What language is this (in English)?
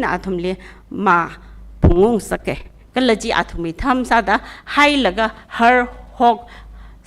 Tangkhul Naga (India)